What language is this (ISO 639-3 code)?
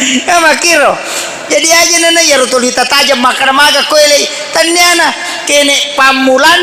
bug